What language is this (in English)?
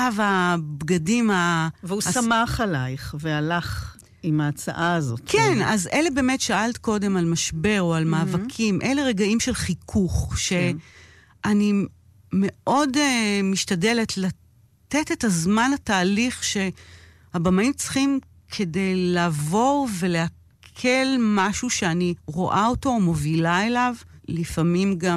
Hebrew